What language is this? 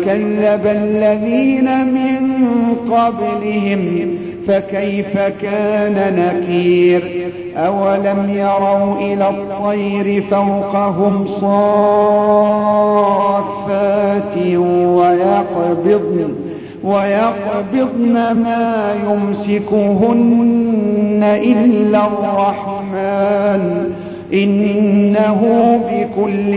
Arabic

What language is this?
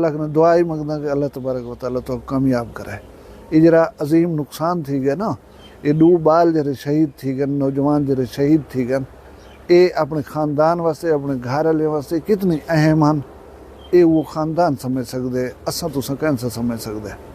Saraiki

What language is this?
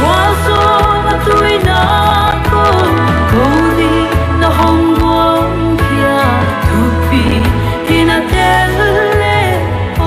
Paite Chin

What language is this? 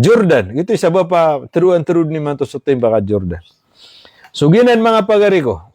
Maranao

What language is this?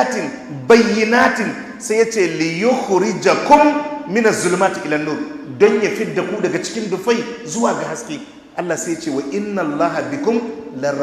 Hausa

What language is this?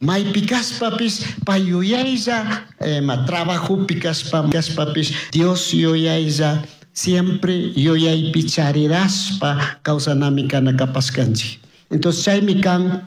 Chimborazo Highland Quichua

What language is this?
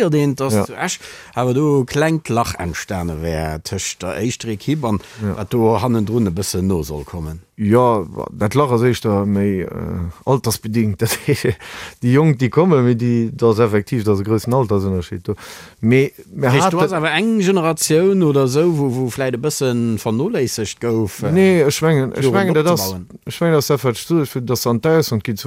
Luxembourgish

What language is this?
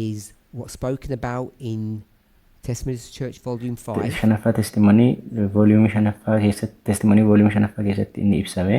Oromo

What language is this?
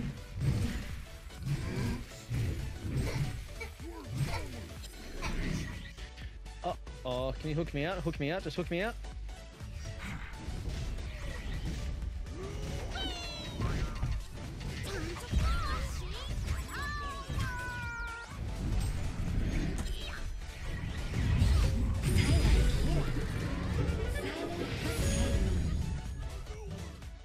English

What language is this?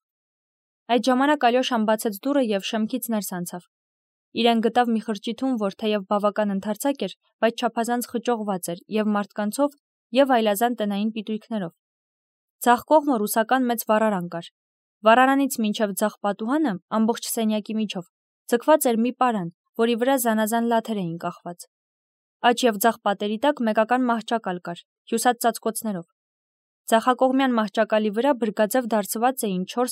Armenian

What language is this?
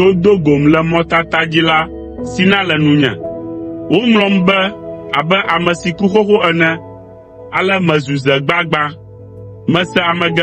Ewe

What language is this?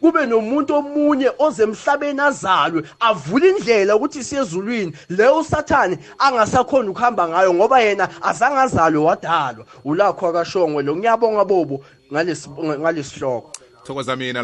South Ndebele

